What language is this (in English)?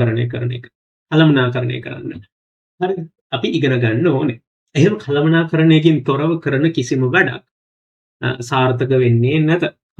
Sinhala